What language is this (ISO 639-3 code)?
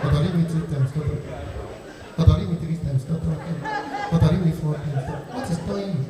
pcm